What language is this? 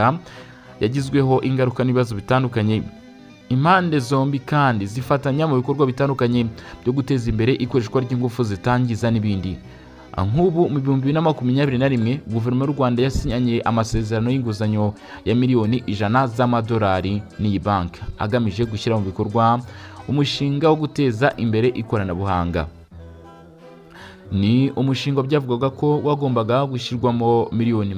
Kinyarwanda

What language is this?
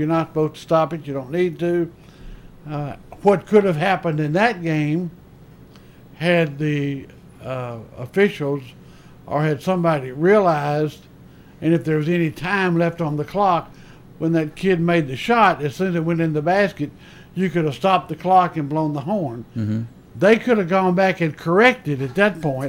English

